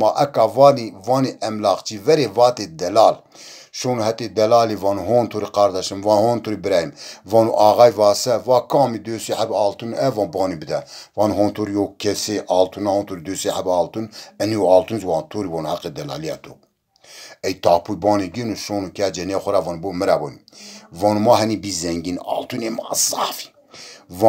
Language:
Zaza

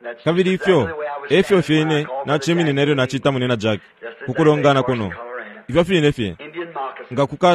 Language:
Bemba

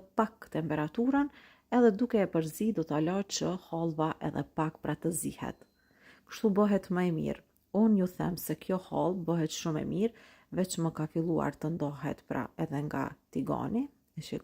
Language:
Albanian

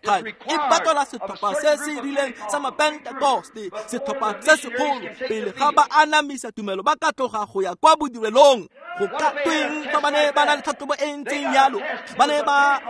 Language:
Tswana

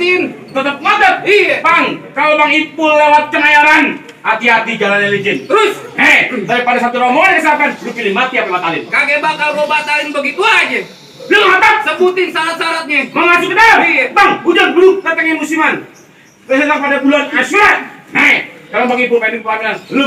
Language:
Betawi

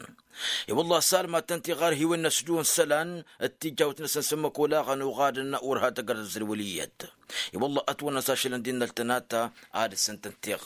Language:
Tamasheq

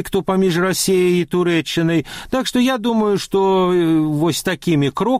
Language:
Belarusian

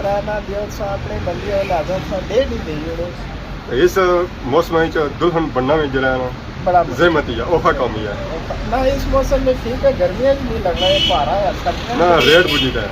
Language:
Pahari-Potwari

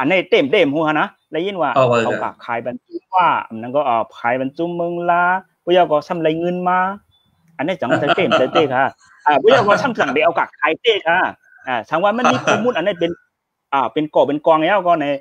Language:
Shan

